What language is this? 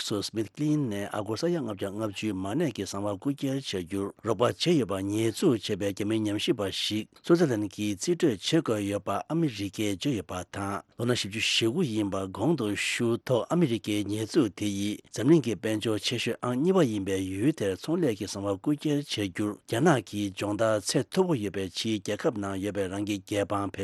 Tibetan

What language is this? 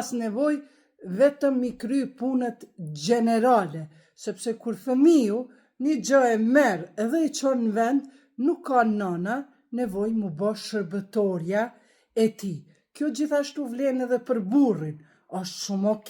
Albanian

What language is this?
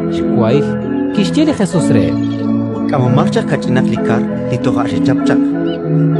Kekchí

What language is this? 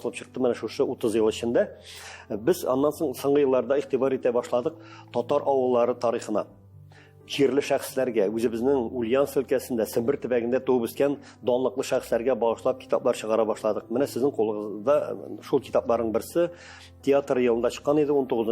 Tatar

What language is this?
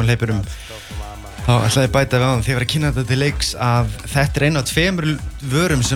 Icelandic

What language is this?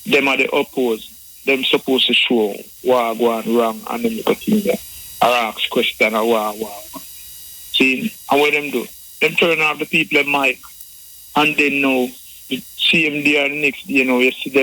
Jamaican Creole English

